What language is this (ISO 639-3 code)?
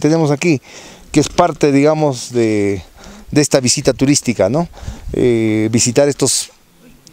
spa